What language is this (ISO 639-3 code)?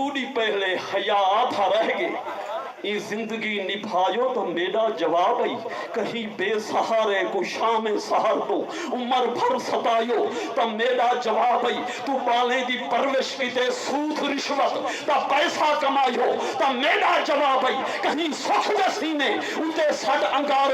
skr